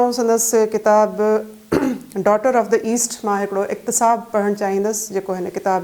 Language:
Sindhi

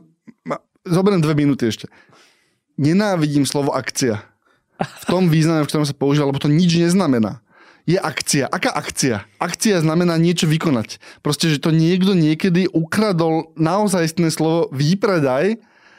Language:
Slovak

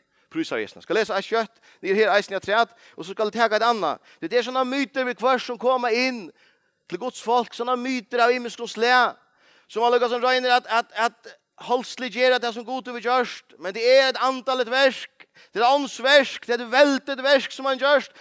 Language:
Faroese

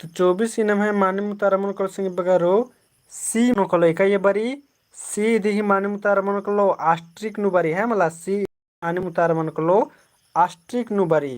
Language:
Kurukh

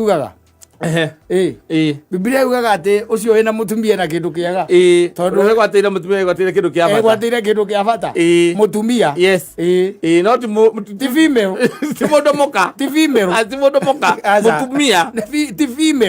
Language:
Kikuyu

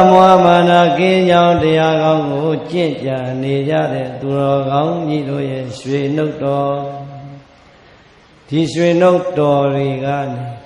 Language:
Burmese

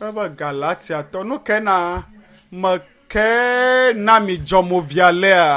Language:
Ewe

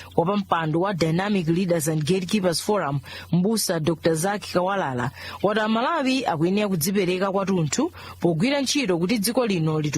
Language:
Nyanja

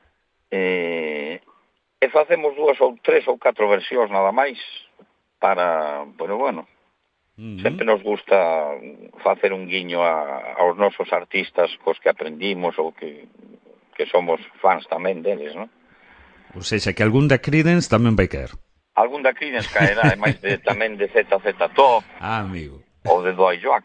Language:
Galician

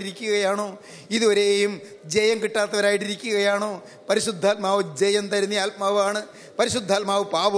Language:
Malayalam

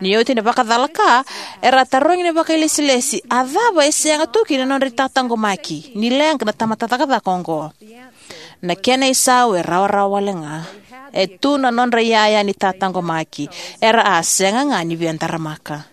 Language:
Fijian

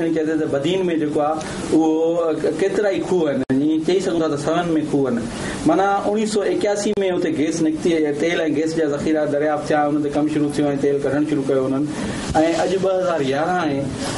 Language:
Sindhi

